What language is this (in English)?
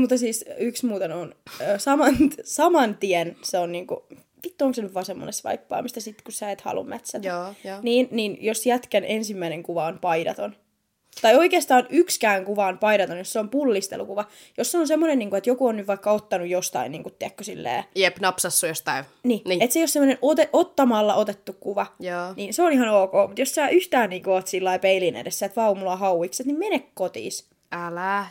Finnish